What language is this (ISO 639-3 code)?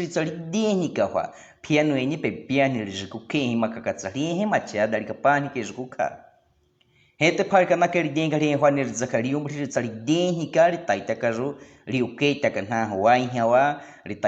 bwi